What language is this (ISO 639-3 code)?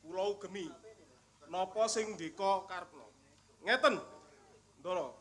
jav